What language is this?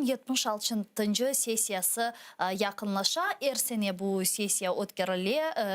Crimean Tatar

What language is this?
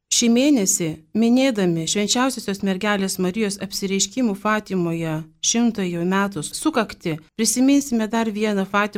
Lithuanian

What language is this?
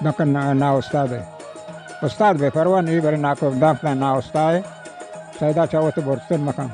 Baluchi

